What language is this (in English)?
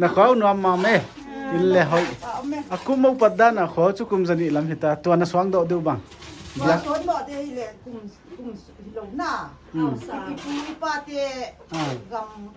Paite Chin